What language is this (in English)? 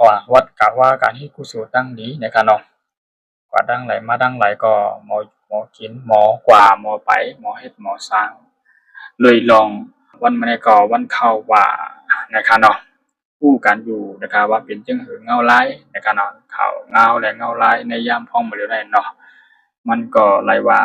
Shan